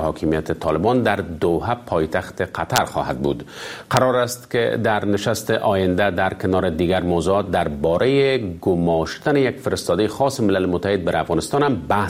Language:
Persian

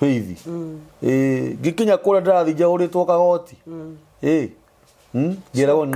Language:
Kikuyu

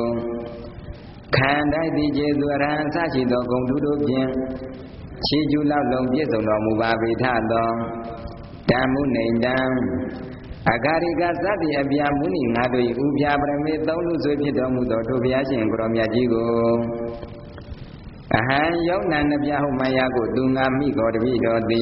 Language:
Burmese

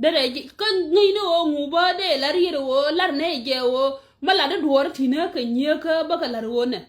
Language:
Nuer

